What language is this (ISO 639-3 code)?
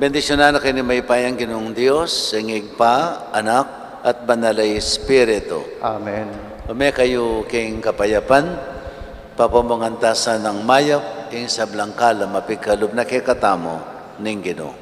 pam